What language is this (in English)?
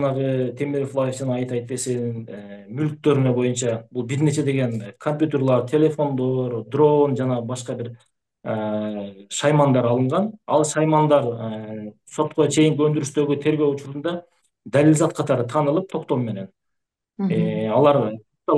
Kyrgyz